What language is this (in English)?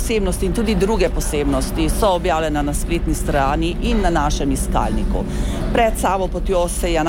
Slovenian